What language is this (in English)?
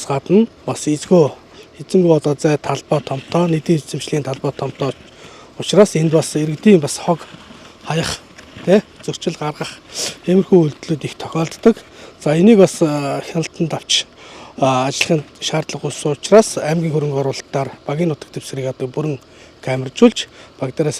Mongolian